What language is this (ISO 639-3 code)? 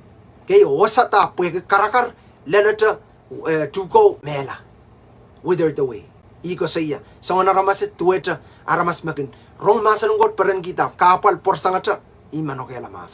pon